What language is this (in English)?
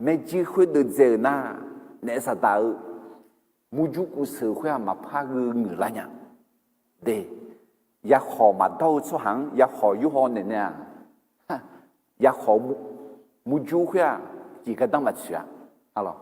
Akha